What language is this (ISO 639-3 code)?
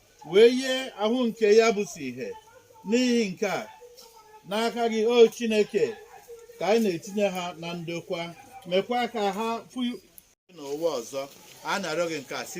ibo